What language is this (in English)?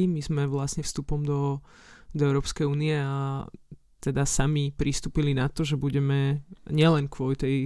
Slovak